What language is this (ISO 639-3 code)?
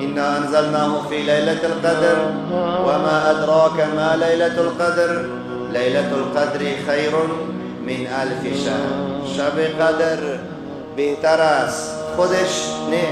fas